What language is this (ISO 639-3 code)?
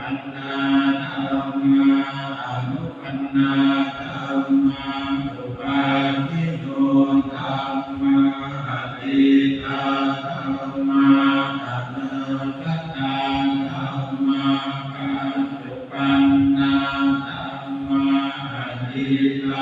pli